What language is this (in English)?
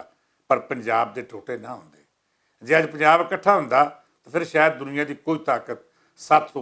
Western Panjabi